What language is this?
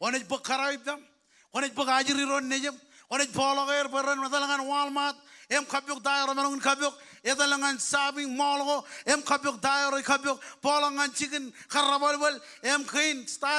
Marshallese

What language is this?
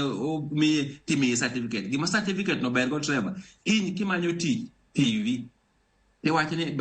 Luo (Kenya and Tanzania)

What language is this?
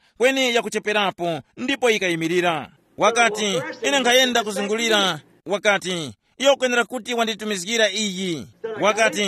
Tumbuka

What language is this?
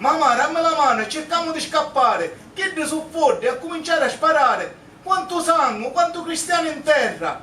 Sicilian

